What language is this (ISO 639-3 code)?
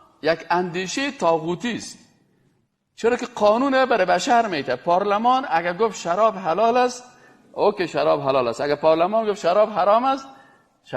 fas